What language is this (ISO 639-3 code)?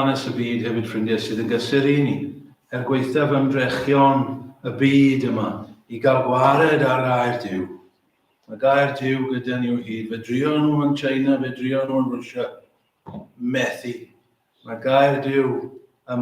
cym